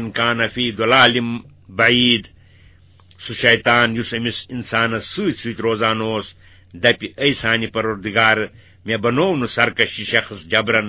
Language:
Kashmiri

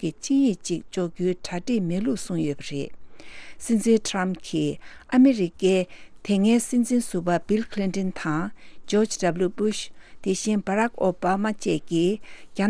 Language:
Tibetan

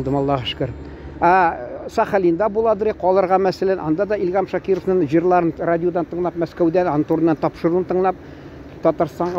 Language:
Tatar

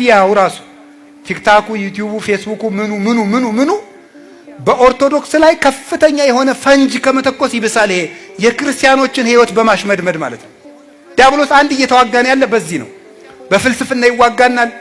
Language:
Amharic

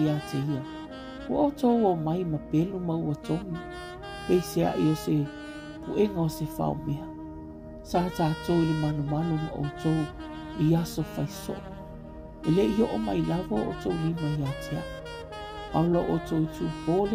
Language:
Samoan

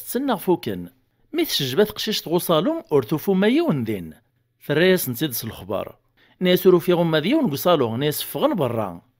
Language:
Kabyle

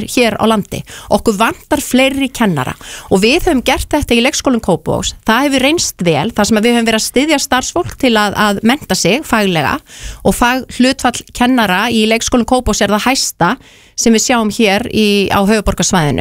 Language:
Icelandic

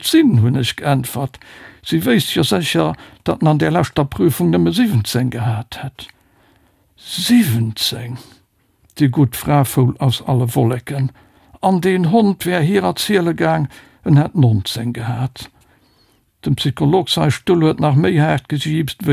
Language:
Luxembourgish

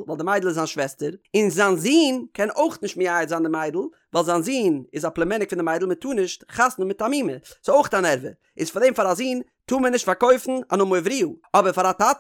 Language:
Yiddish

